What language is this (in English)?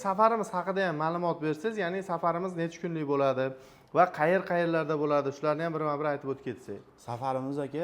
Uzbek